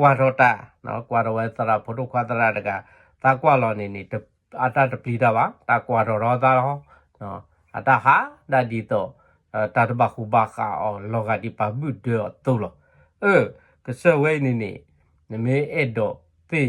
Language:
S'gaw Karen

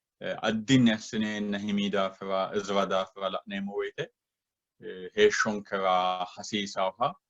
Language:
Sidamo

